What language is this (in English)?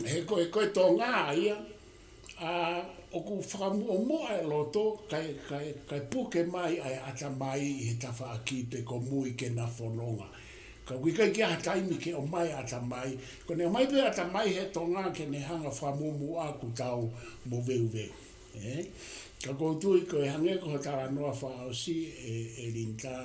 Tongan